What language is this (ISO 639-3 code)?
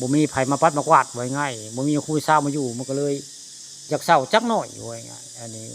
tts